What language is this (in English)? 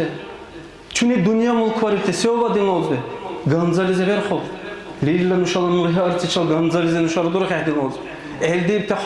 Dargwa